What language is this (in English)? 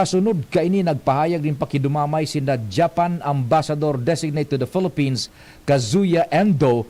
Bikol